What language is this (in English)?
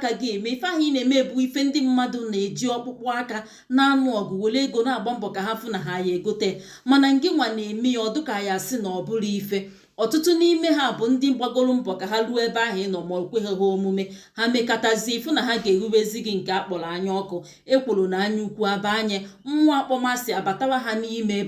Igbo